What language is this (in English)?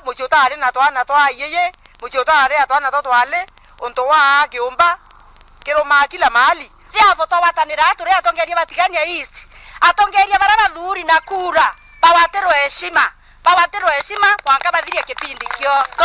Meru